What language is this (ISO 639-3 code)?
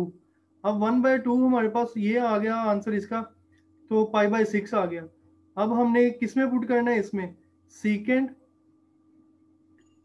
hin